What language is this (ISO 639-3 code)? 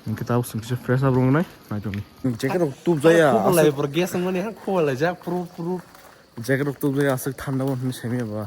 trp